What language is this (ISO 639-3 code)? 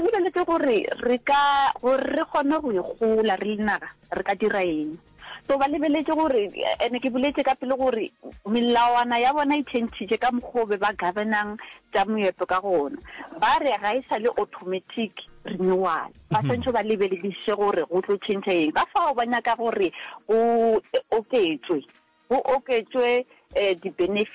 nso